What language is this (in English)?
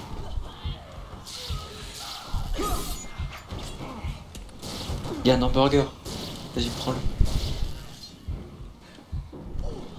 French